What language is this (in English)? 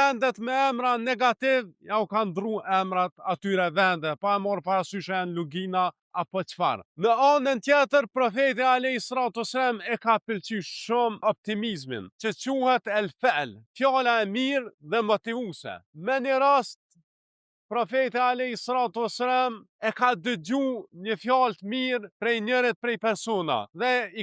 Albanian